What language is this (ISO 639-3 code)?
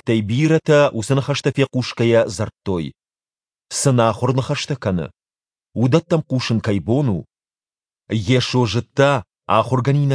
oss